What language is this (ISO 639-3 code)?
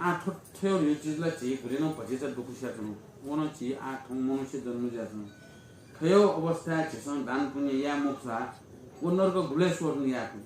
new